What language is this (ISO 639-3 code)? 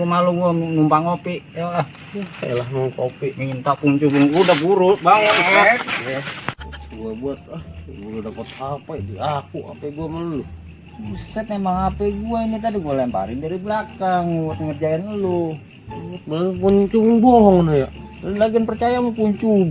bew